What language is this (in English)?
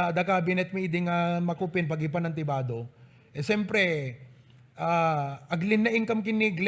Iloko